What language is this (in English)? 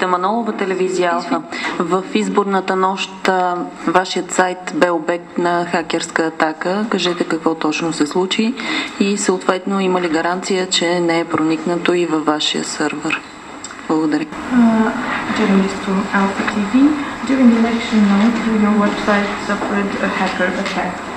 Bulgarian